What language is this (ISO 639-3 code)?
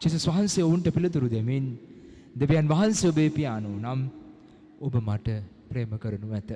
sin